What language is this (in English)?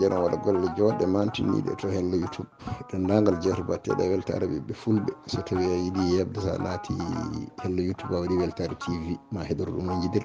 Fula